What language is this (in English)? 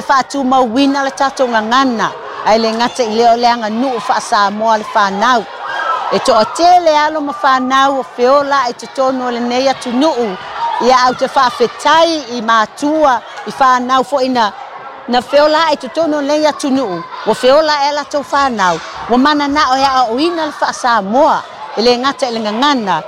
Samoan